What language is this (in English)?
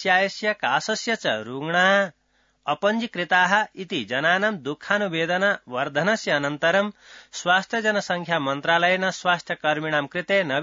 Sanskrit